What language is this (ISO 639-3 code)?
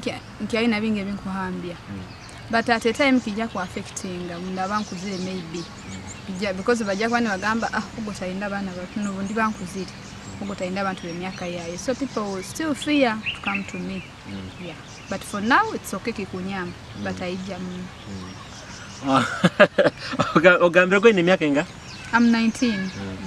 nyo